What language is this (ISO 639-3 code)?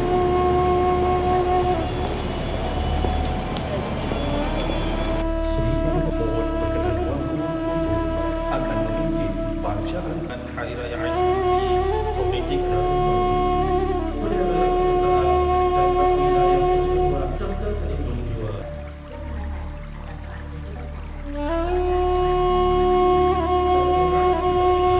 msa